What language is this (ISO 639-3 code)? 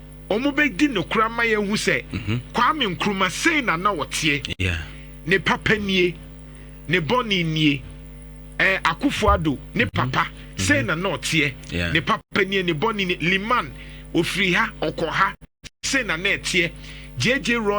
aka